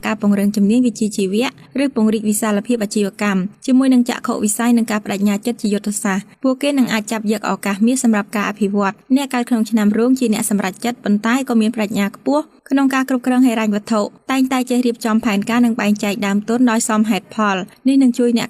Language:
Khmer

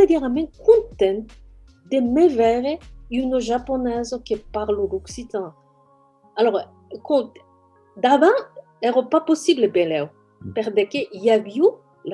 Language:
Occitan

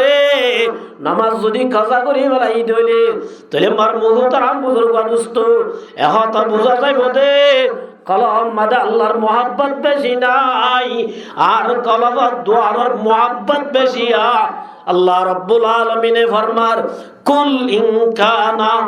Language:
Rohingya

